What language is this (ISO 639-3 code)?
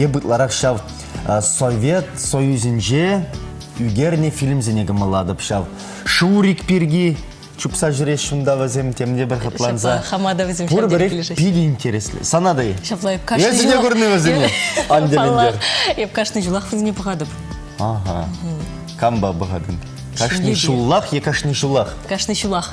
chv